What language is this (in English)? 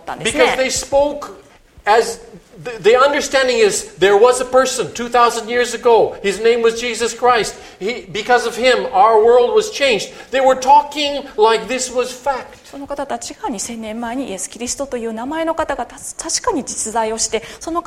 Japanese